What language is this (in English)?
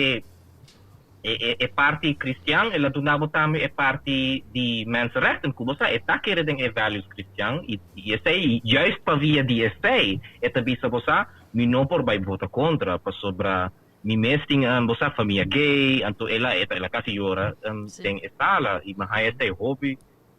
Papiamento